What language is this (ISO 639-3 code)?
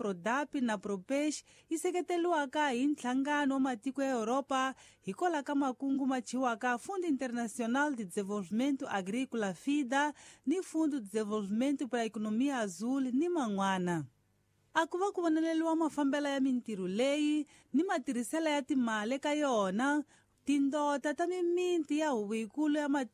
tso